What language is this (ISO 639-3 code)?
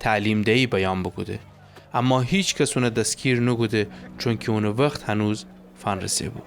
glk